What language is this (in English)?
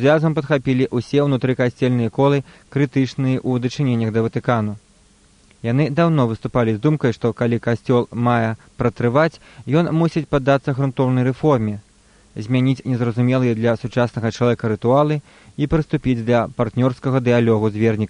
Belarusian